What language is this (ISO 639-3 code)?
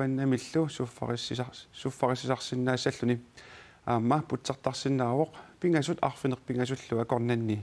kal